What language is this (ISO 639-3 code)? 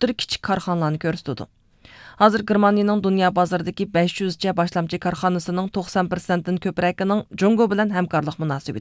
uig